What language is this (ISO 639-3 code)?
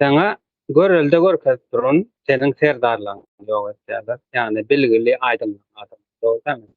tuk